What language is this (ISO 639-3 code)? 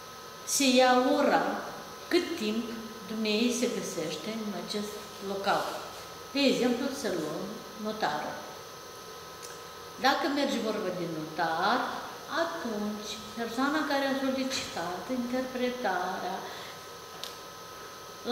ron